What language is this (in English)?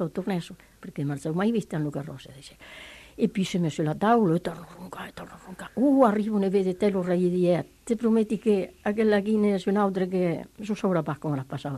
Italian